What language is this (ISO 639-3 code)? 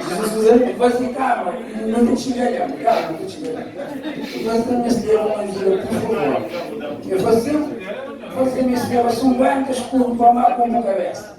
kea